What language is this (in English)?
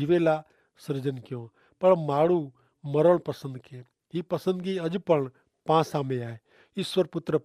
Kachhi